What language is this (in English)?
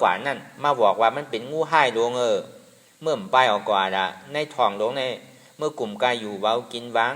Shan